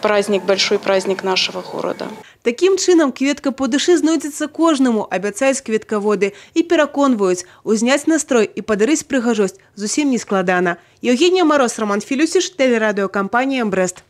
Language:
Belarusian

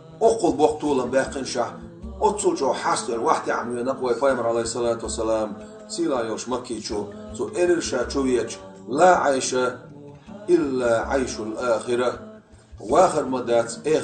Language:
Chechen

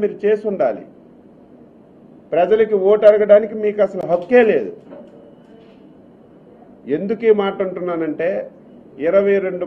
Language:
Telugu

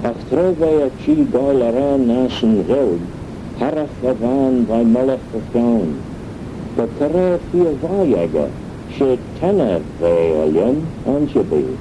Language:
Manx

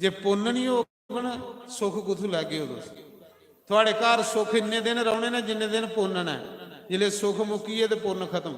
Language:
Dogri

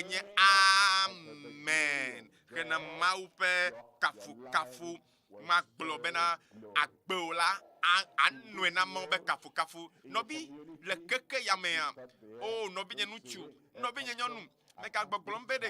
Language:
Ewe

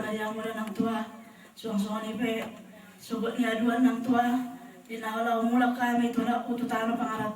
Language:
Batak Toba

